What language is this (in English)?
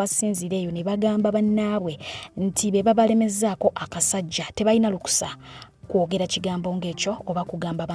Ganda